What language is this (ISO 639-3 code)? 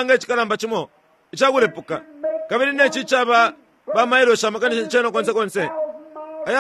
bem